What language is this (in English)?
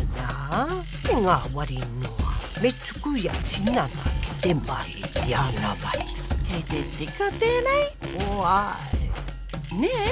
Māori